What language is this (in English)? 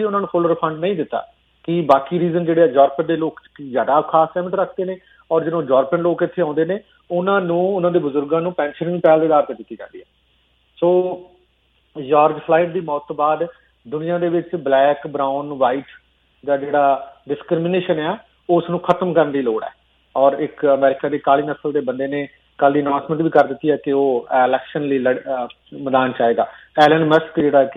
Punjabi